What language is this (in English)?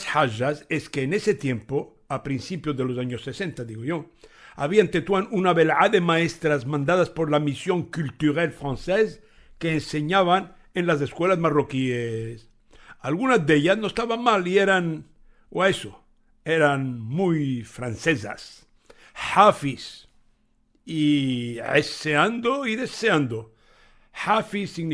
Ladino